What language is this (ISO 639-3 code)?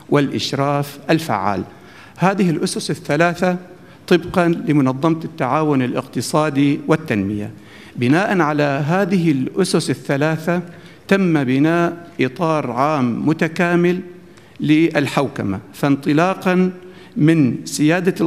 ara